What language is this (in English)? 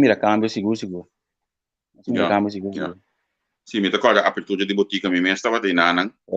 Papiamento